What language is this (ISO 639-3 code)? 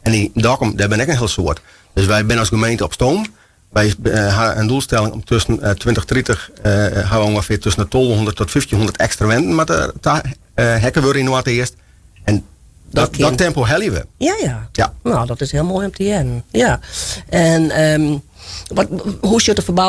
fry